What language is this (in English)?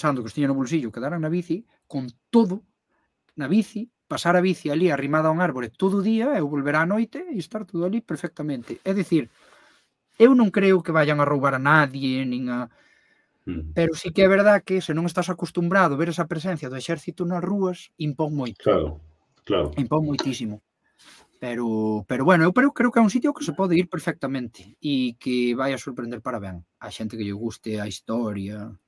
Galician